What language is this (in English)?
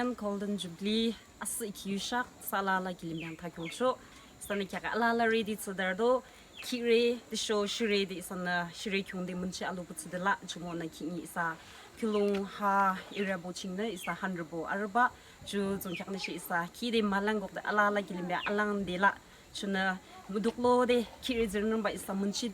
Yimchungru Naga